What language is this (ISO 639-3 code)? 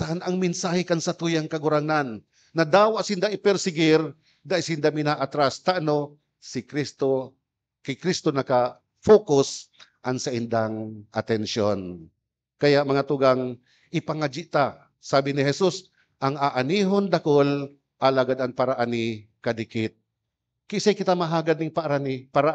bik